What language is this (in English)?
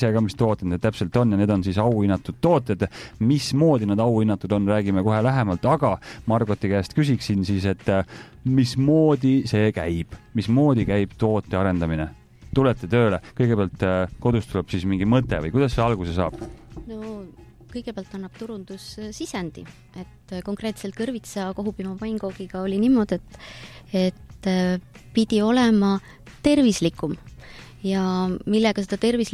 Estonian